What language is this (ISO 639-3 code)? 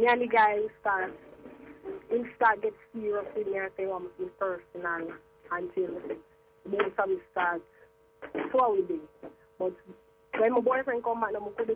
jam